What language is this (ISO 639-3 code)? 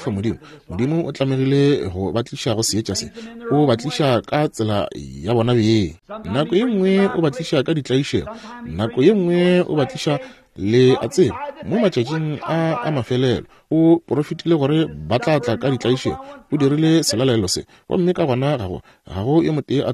nso